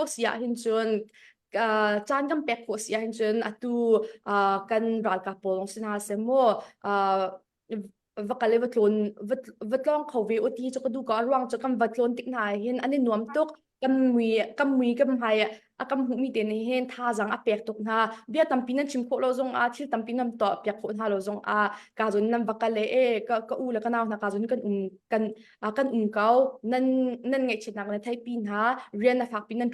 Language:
Hakha Chin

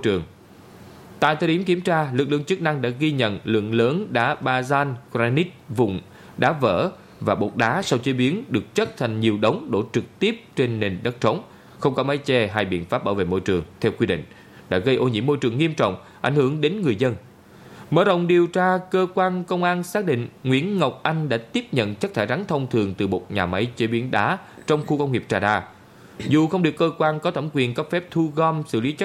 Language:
Vietnamese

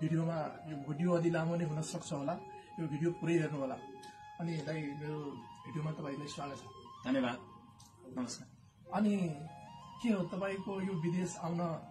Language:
Nepali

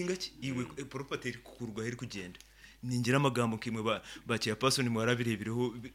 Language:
Nyankole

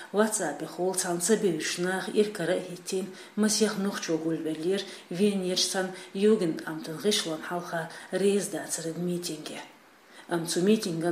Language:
Chechen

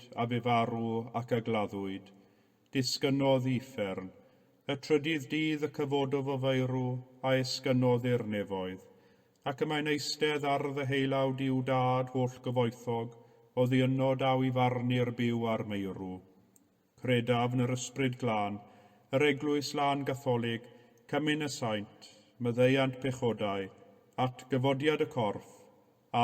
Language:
Welsh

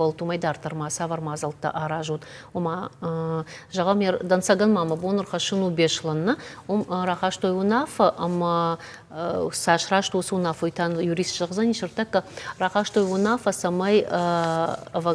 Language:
Ossetic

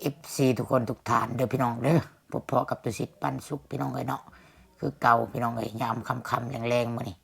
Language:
Lao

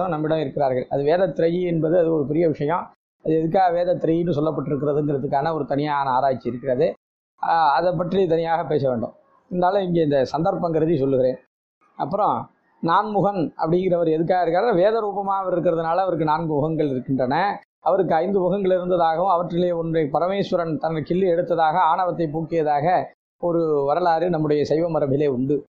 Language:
Tamil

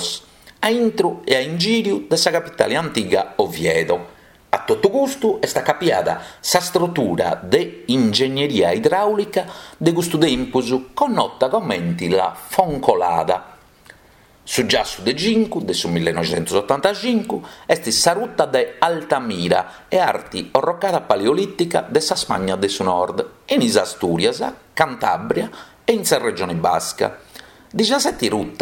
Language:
Sardinian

